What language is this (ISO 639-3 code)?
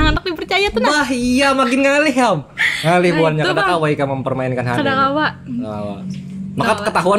bjn